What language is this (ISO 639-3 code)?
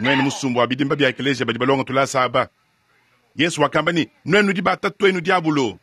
lua